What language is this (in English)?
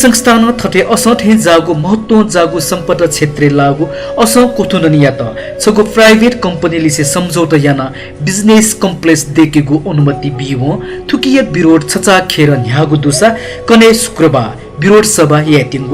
Newari